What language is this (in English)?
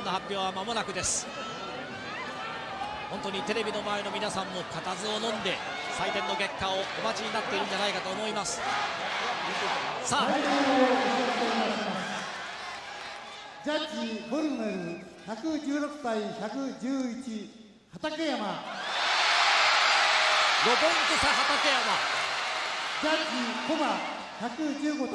Japanese